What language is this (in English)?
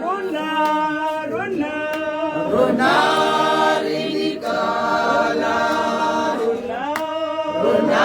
Tswana